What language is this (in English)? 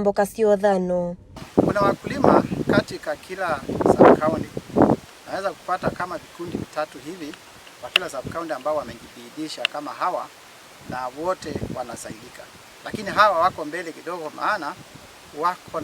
Kamba